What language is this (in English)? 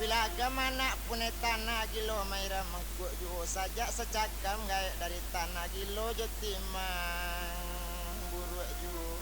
Minangkabau